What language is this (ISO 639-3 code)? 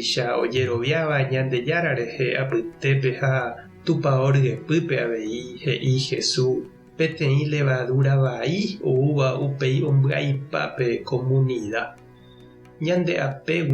grn